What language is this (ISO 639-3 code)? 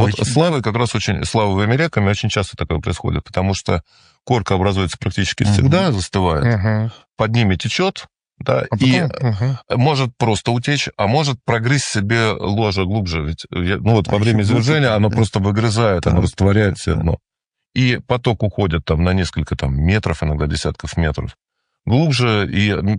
rus